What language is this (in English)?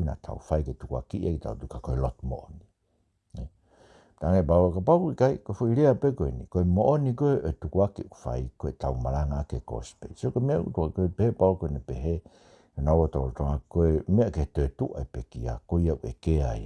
Tongan